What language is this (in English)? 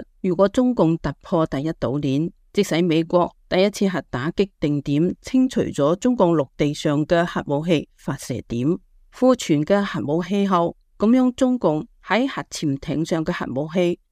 Cantonese